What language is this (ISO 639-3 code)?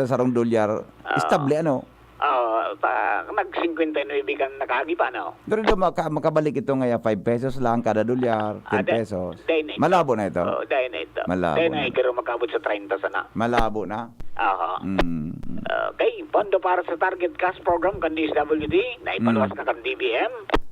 bik